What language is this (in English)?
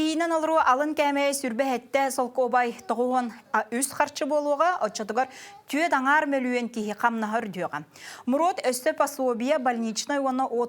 Yakut